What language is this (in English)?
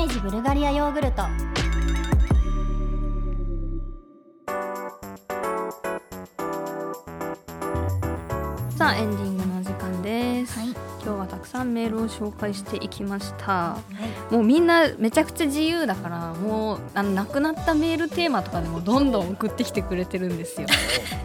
Japanese